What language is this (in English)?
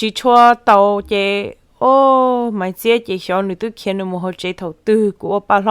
Hmong